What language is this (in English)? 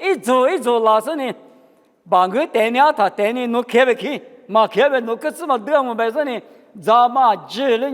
Lisu